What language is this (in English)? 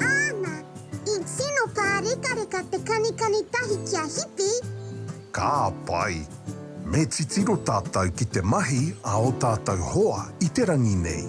Māori